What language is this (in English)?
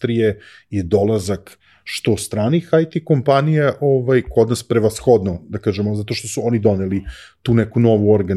Serbian